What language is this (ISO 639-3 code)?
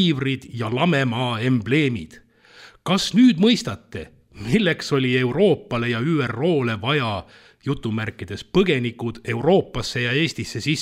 est